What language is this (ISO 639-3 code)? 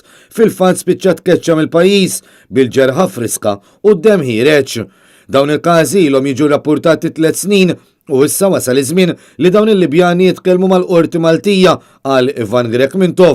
mlt